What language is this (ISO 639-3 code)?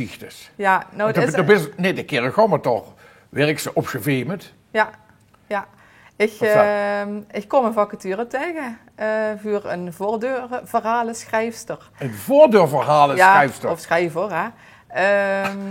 lim